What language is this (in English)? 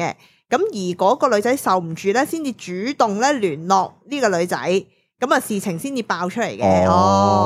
Cantonese